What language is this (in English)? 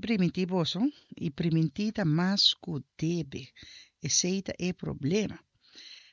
Papiamento